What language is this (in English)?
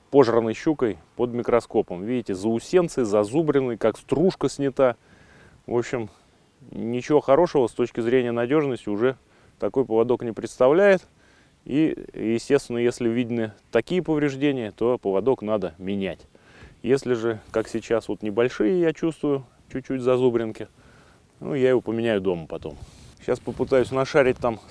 Russian